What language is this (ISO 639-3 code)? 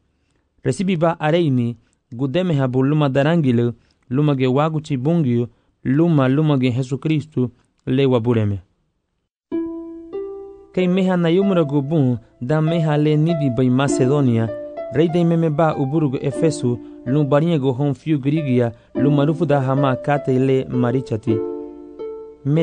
cab